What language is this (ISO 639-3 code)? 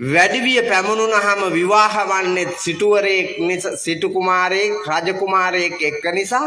sin